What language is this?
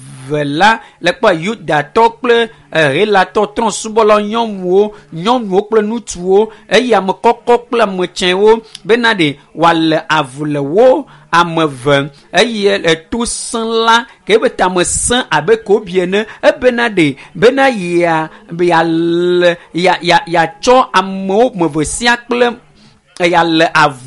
Ewe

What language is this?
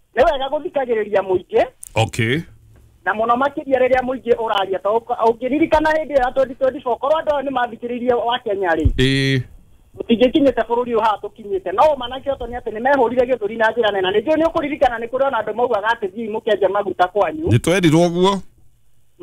Kikuyu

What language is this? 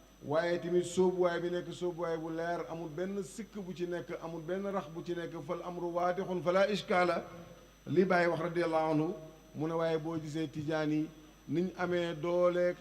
Wolof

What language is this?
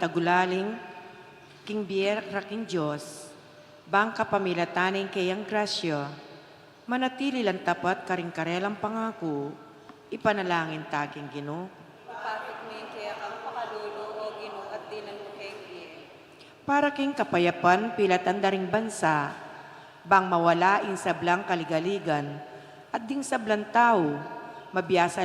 Pampanga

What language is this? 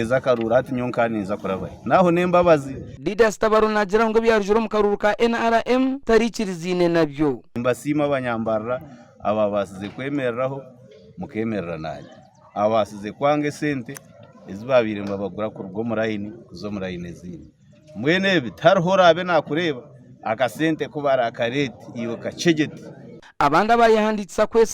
Nyankole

